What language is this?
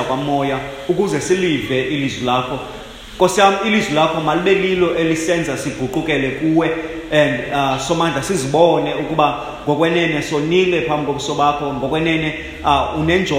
Xhosa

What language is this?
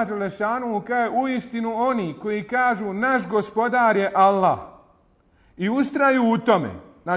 Bosnian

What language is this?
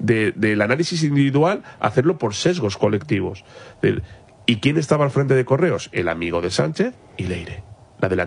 Spanish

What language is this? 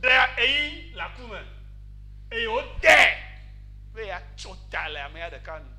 Ewe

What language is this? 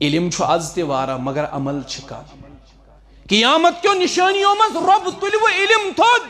Kashmiri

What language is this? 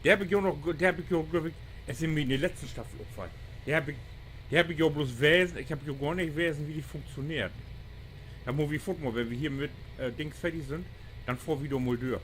Low German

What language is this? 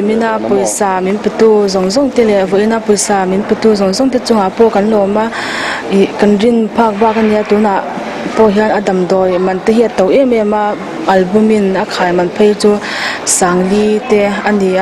Mizo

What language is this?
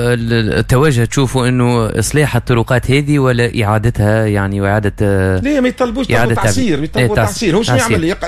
Tunisian Arabic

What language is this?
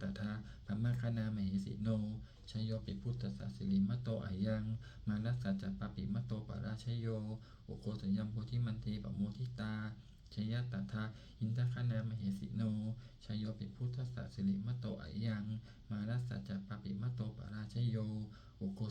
Pali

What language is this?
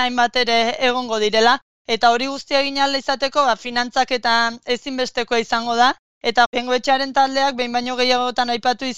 Basque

